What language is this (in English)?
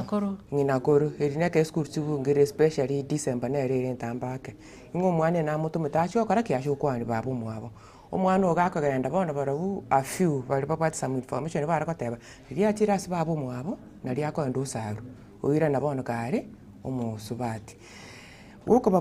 Gusii